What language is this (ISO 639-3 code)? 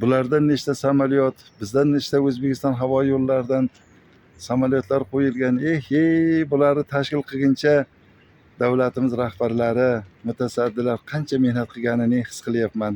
uzb